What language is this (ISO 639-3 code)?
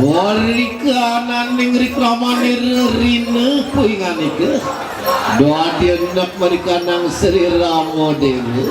ban